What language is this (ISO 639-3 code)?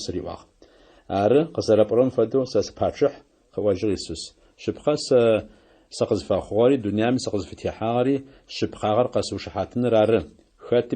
ady